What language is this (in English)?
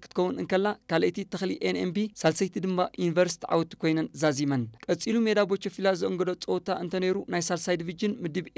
Tigrinya